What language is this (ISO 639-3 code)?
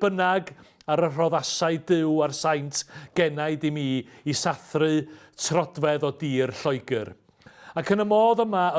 cym